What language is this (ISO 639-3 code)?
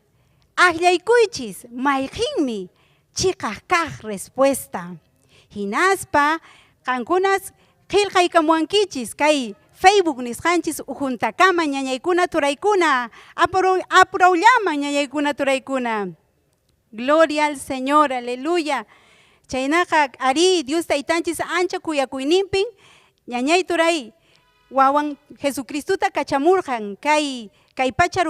quy